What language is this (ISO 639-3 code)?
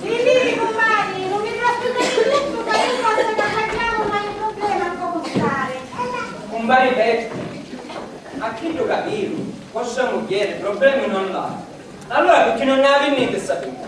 scn